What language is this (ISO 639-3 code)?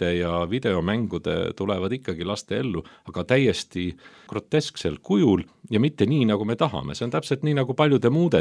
est